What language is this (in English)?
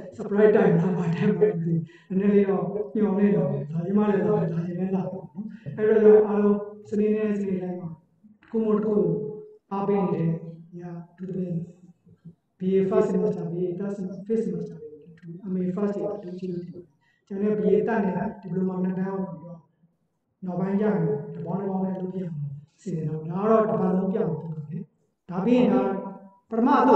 Burmese